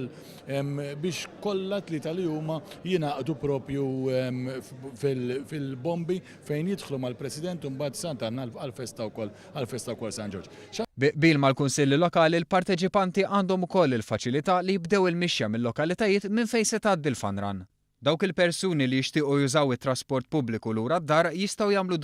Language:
Maltese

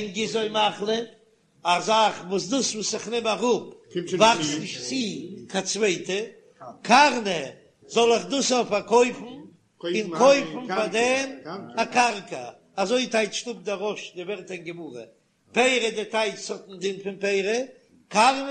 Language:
Yiddish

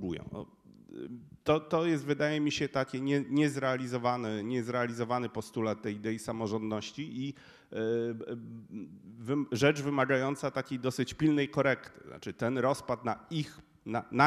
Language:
Polish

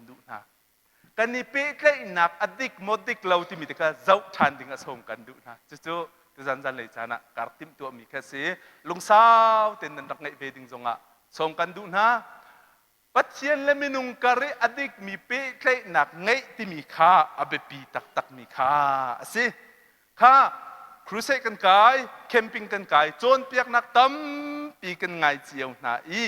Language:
Hakha Chin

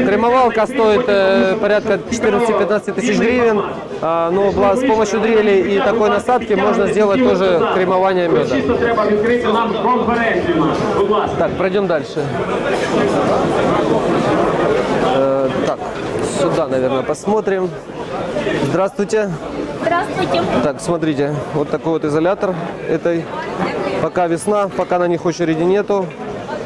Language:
Russian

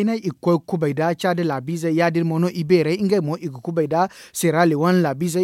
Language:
Zarma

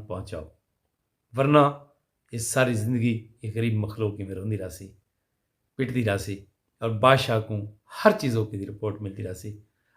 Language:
Saraiki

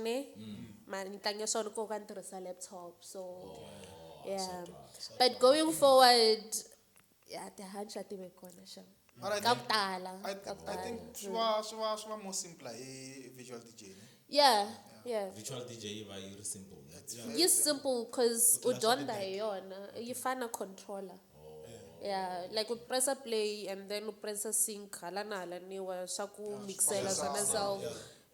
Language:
Tsonga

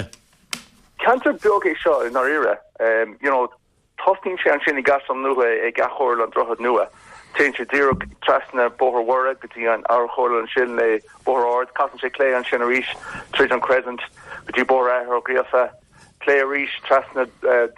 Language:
Irish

